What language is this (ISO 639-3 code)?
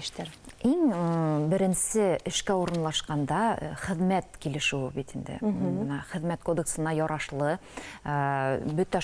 bak